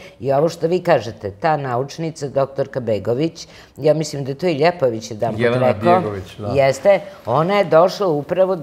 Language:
Serbian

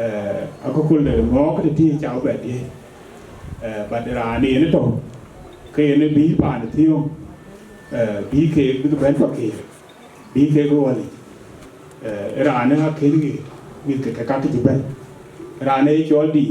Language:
Dinka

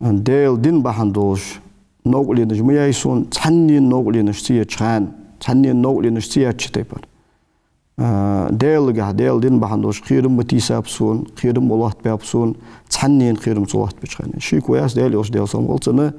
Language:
Ingush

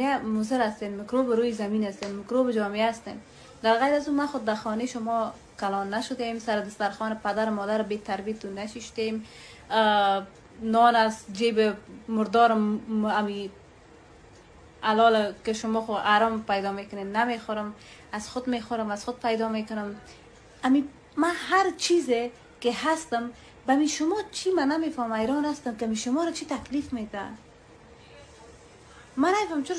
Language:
Persian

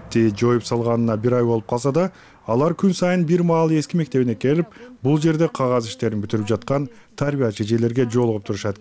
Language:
Kyrgyz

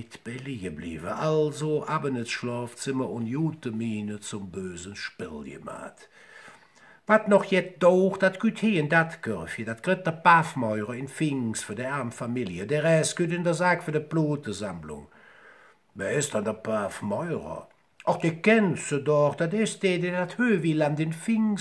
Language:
Colognian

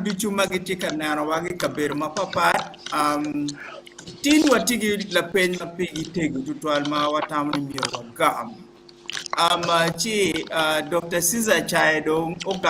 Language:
Acoli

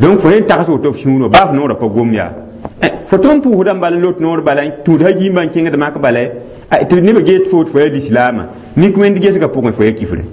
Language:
Mossi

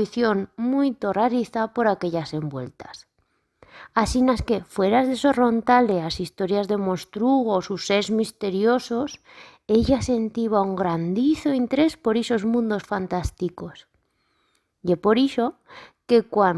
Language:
Aragonese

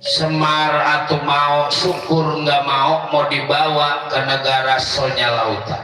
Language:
Betawi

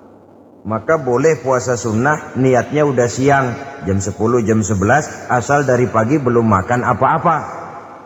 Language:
Indonesian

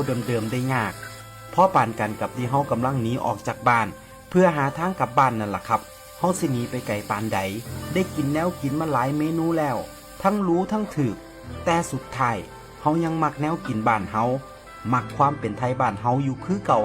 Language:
Northeastern Thai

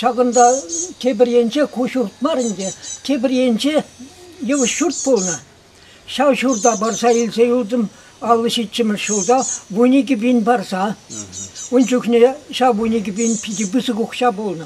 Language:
Chuvash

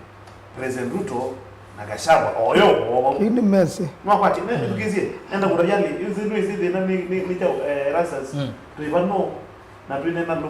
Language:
Kamba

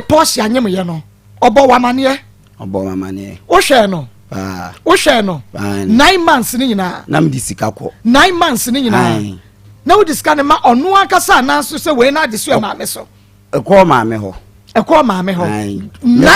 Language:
Akan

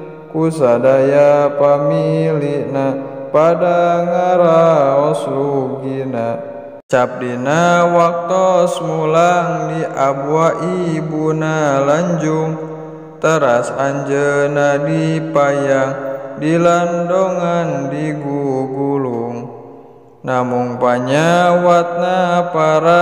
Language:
Sundanese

